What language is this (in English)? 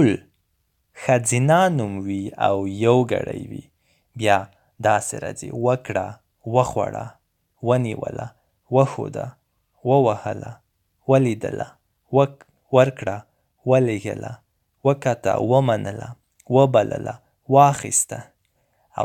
Pashto